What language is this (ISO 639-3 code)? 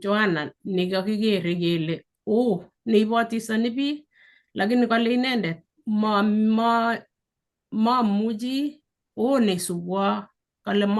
kln